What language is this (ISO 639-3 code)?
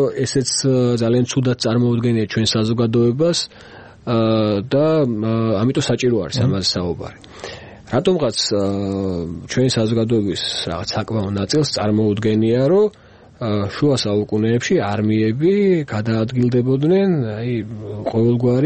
kat